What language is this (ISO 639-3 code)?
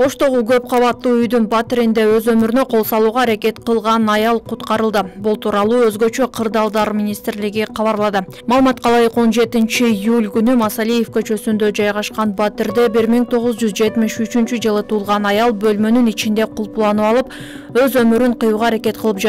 kir